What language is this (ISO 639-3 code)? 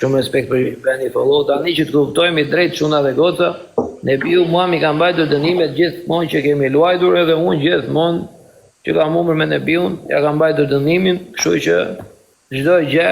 sqi